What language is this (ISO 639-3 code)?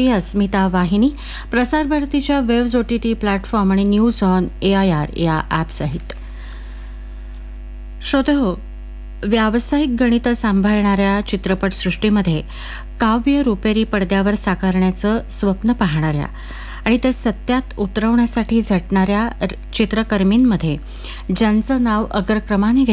mar